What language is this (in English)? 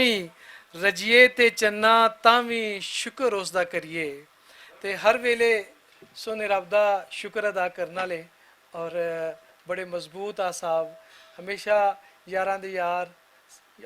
Western Panjabi